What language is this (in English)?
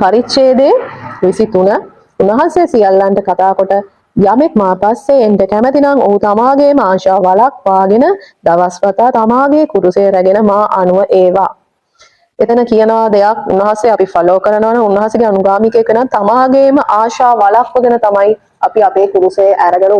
Sinhala